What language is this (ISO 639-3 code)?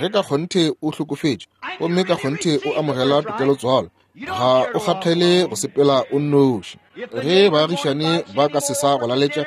nso